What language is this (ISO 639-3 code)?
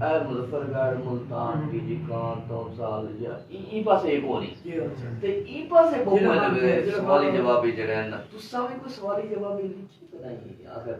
skr